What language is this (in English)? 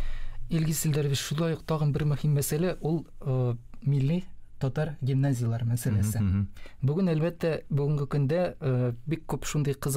Tatar